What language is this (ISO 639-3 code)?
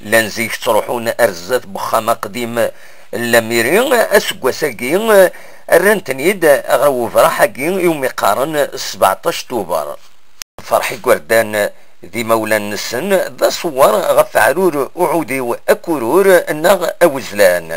kab